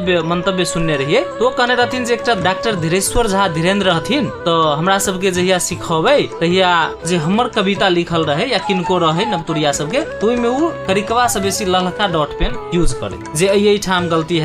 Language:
Maithili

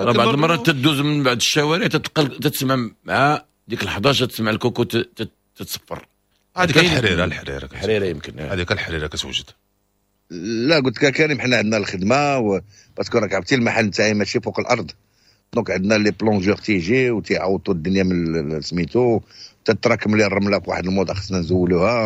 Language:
Moroccan Arabic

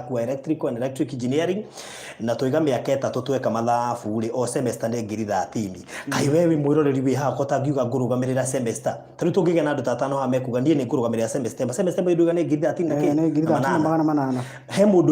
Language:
Kikuyu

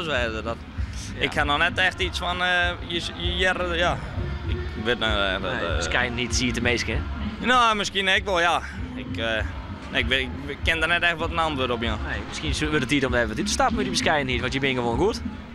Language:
Western Frisian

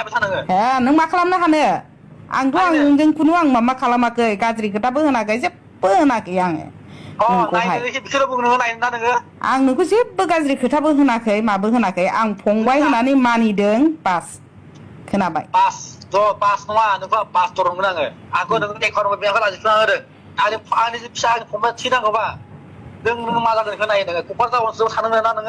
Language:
Bodo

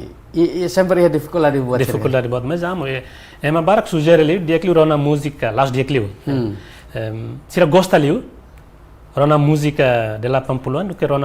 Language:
Tetum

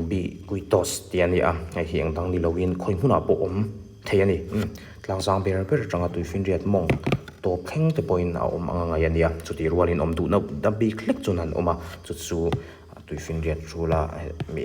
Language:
Mizo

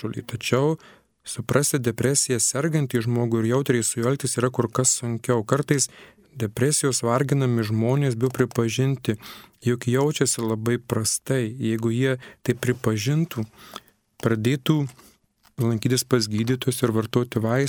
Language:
Lithuanian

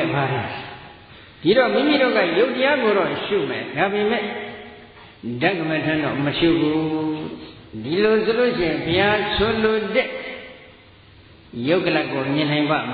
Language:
Burmese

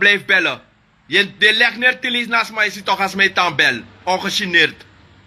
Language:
Sranan Tongo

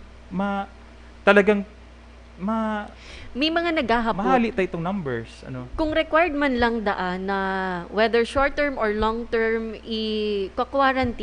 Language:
Bikol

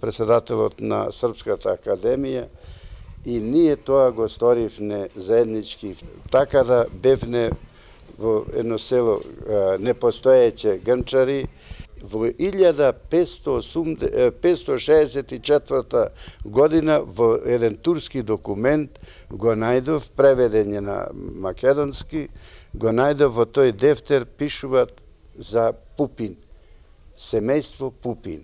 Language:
Macedonian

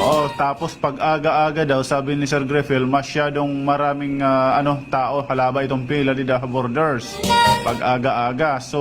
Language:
Waray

